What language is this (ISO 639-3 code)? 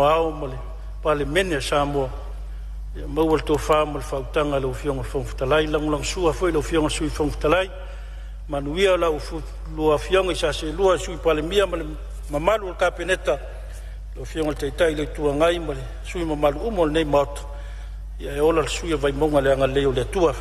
smo